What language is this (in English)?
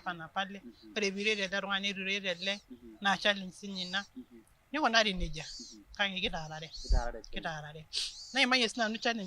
Masai